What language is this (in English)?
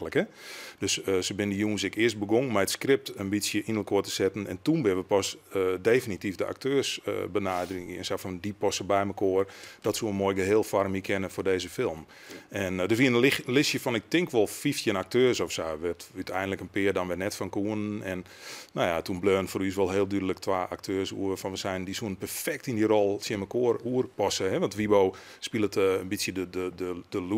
Western Frisian